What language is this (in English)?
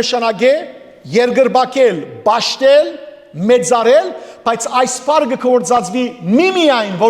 Western Armenian